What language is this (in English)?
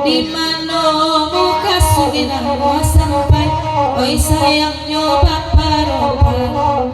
Minangkabau